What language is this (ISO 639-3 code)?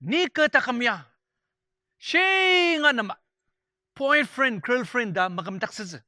njo